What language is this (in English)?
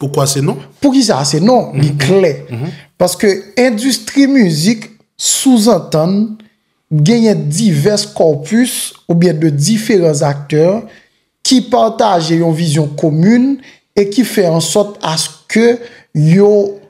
Haitian Creole